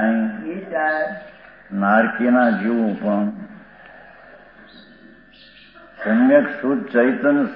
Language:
Gujarati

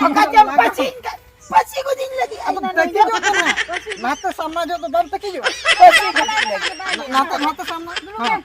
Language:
Santali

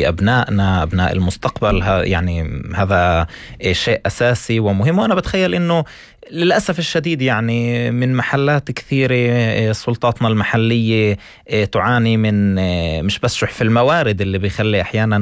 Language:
North Levantine Arabic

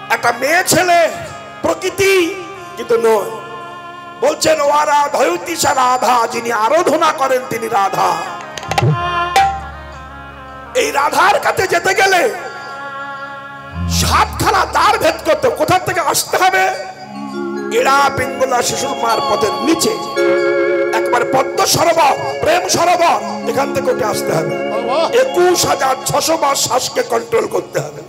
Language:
Bangla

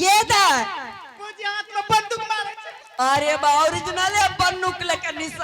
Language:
Angika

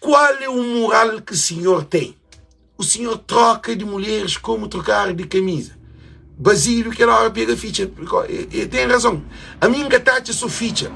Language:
Kabuverdianu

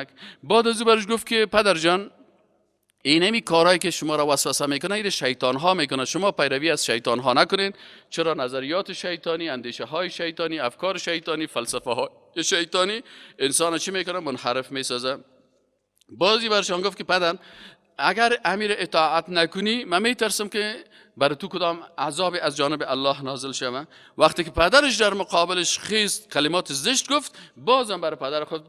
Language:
Persian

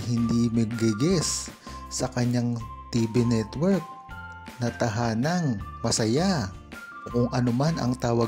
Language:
Filipino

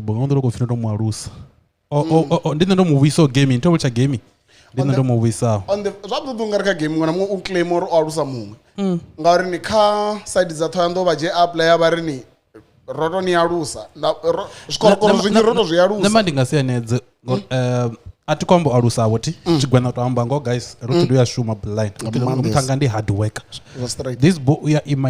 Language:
Venda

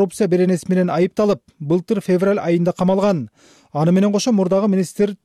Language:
Kyrgyz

